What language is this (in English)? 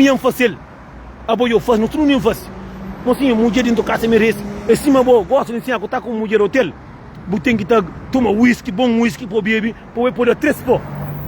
Kabuverdianu